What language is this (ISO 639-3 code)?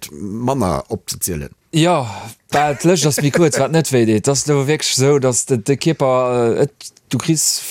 ltz